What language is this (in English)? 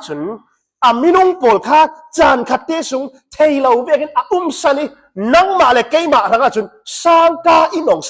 Hakha Chin